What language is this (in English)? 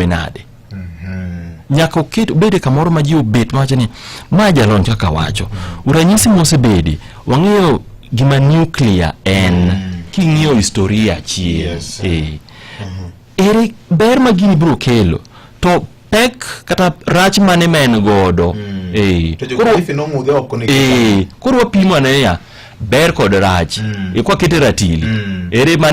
Luo (Kenya and Tanzania)